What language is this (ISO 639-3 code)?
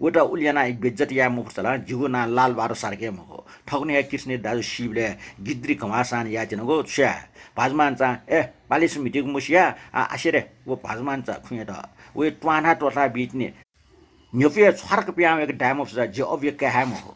new